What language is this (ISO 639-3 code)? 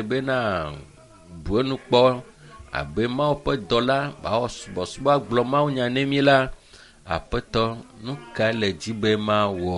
ewe